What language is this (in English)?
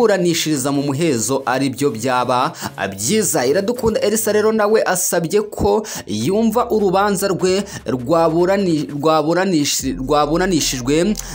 Kinyarwanda